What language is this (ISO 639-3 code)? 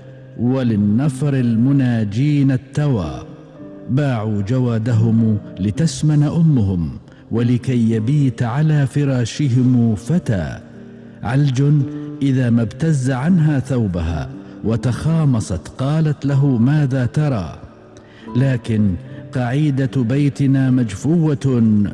ara